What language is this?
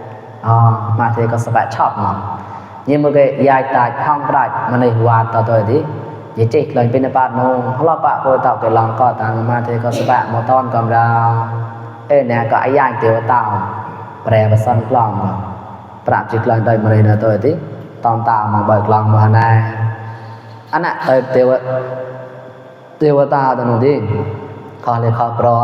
Mon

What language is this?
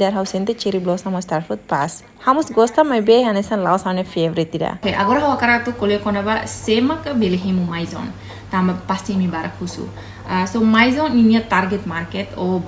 Tetum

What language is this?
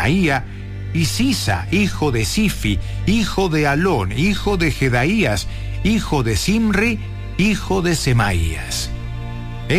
Spanish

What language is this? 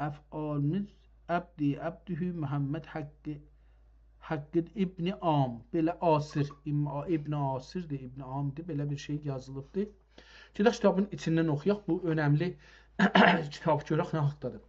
South Azerbaijani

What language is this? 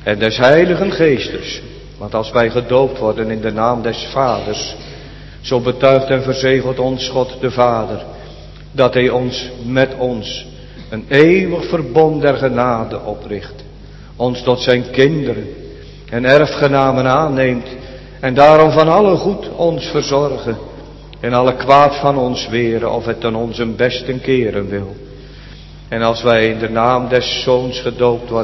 Dutch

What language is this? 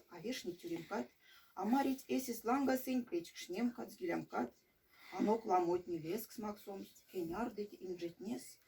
Erzya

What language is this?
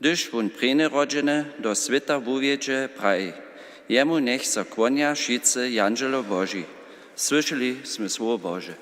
Upper Sorbian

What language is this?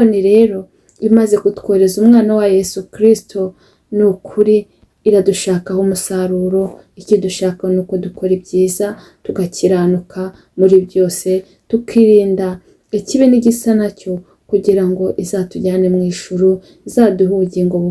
Kinyarwanda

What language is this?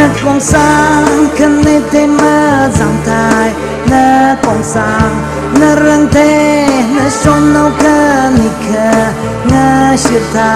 Tangkhul Naga (India)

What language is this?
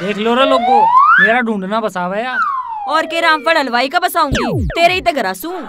Haryanvi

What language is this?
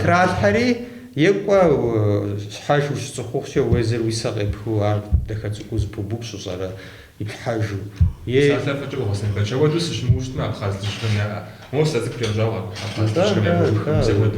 Kabardian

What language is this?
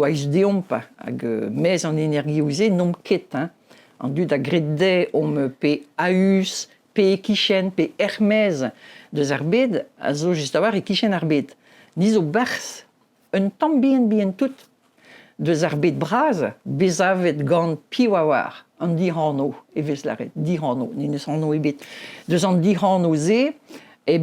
Breton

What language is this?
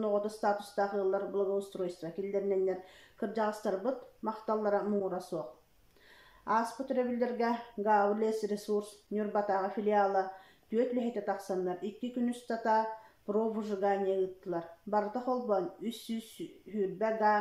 Yakut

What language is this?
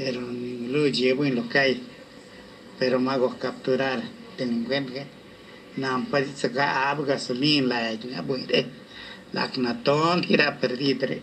Lachiguiri Zapotec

